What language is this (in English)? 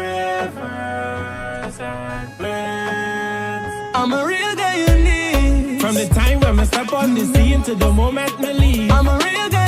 Jamaican Creole English